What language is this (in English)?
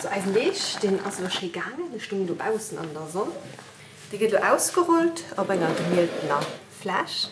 Luxembourgish